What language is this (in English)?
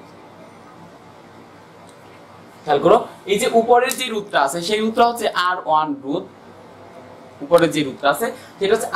Bangla